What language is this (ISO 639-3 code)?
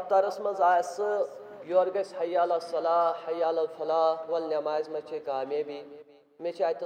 kas